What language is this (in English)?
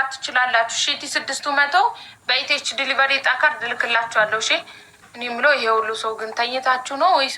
Amharic